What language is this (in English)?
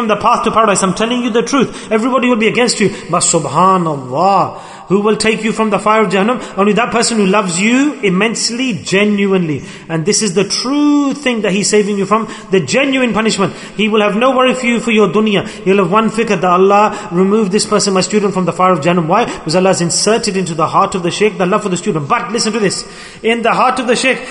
English